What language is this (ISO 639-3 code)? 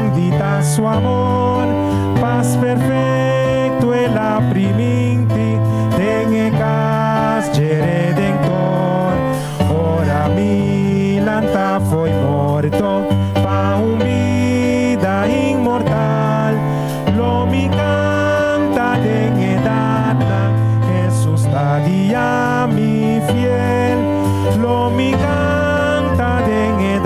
pap